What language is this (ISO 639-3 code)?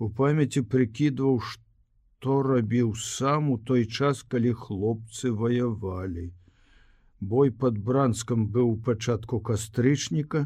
bel